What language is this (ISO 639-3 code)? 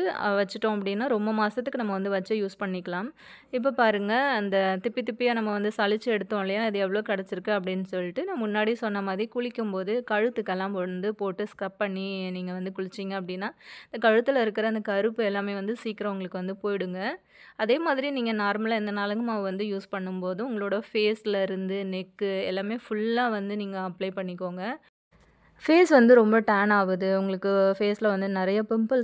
tam